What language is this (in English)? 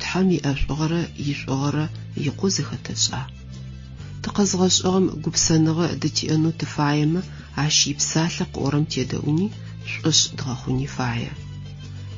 Adyghe